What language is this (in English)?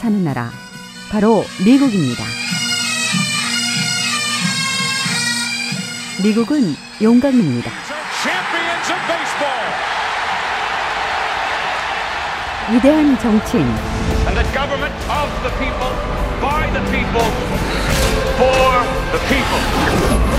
Korean